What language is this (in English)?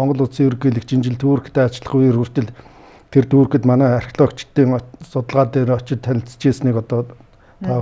Mongolian